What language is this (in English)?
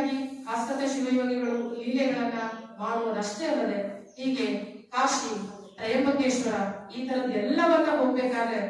Kannada